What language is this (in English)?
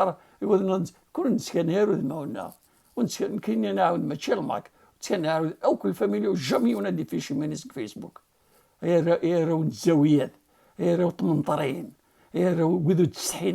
Kabyle